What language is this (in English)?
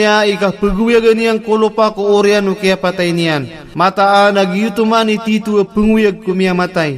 Maranao